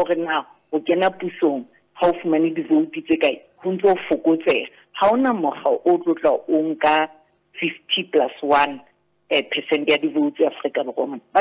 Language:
Southern Sotho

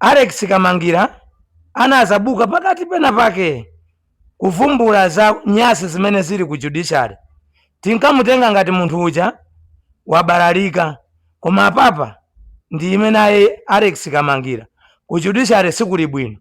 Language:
Nyanja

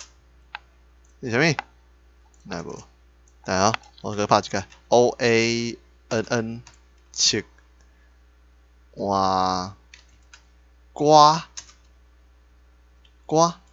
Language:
Min Nan Chinese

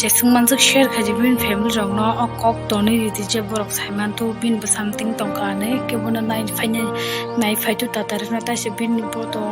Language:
Kok Borok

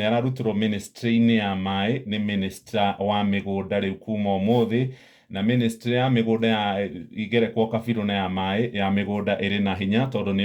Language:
Kikuyu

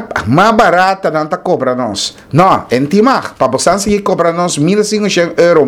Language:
Papiamento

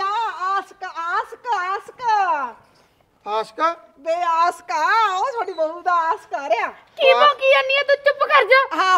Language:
Punjabi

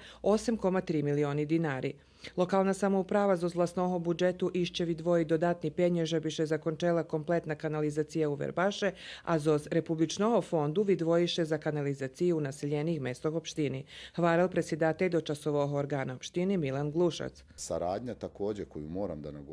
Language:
Rusyn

